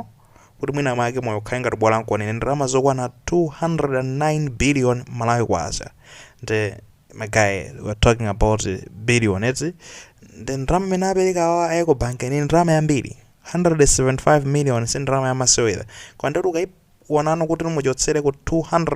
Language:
Nyanja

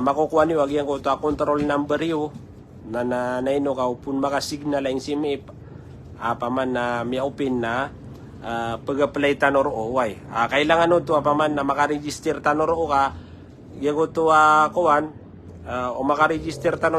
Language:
Maranao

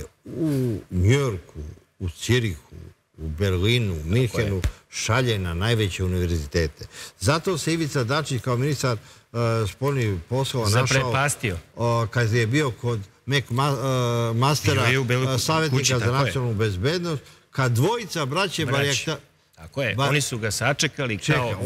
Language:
Serbian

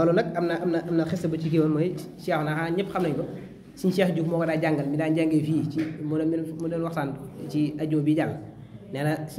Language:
Wolof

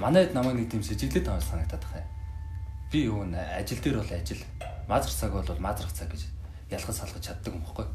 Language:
Mongolian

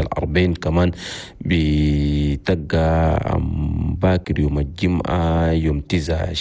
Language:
Chadian Arabic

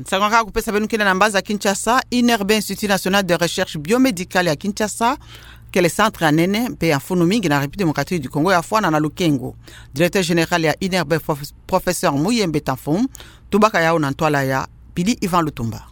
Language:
Kituba (Democratic Republic of Congo)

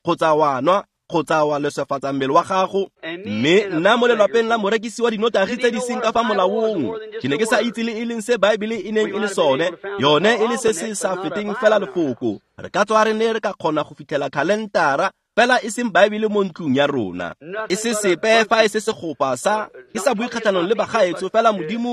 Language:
Tswana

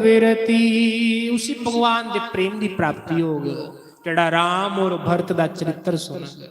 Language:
Dogri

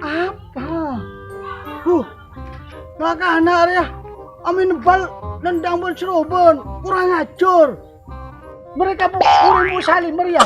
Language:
Madurese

